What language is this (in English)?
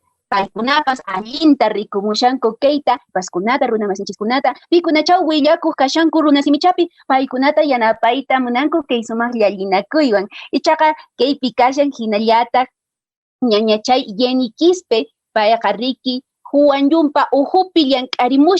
Quechua